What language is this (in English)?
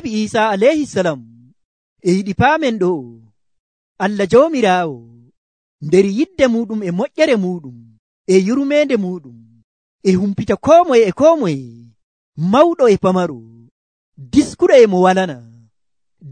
Nigerian Fulfulde